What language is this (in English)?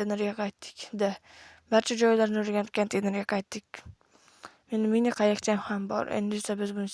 Uzbek